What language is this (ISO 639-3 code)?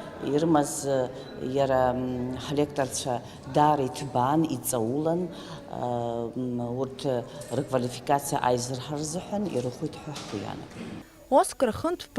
abk